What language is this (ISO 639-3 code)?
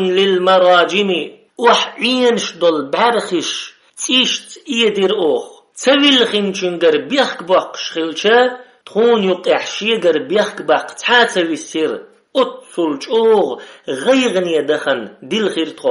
che